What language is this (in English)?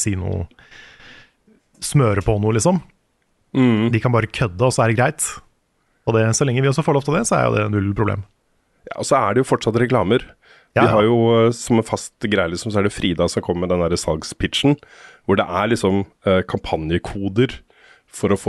Norwegian